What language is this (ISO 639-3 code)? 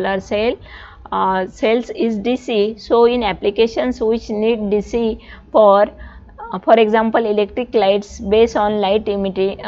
mar